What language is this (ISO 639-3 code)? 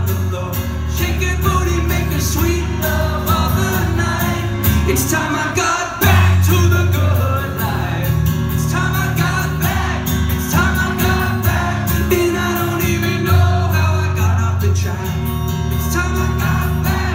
eng